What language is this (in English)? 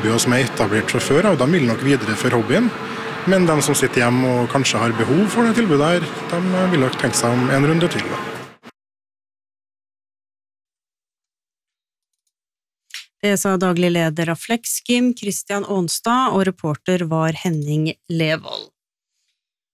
Norwegian